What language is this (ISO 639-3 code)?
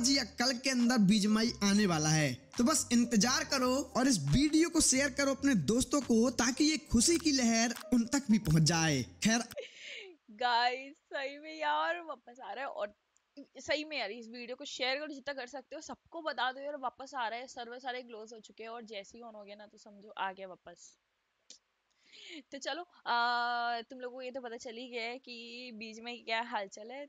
hin